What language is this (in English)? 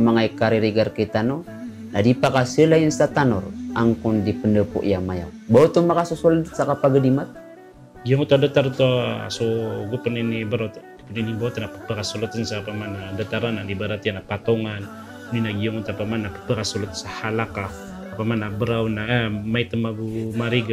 Maranao